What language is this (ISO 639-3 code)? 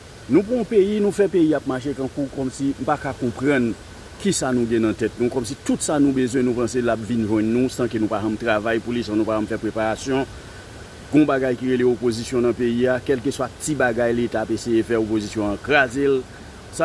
hat